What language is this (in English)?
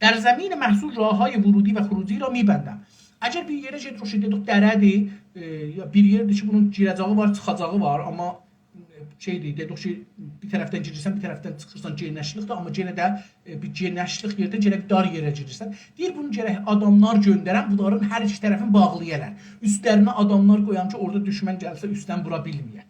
South Azerbaijani